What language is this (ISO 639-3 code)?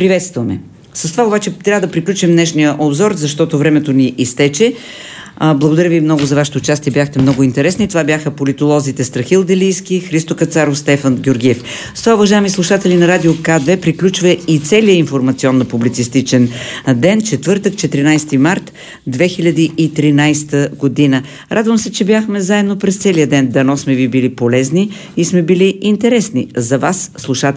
bul